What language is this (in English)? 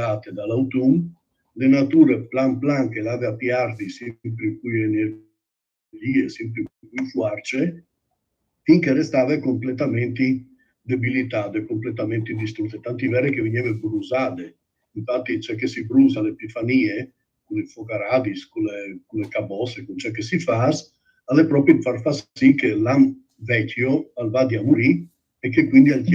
Friulian